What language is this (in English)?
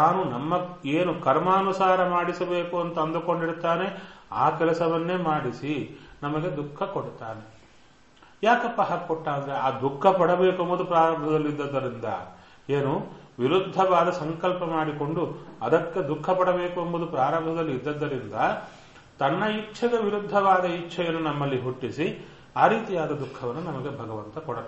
Kannada